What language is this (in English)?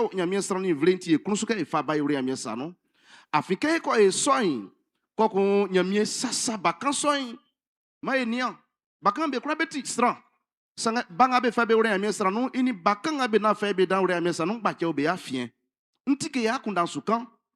Baoulé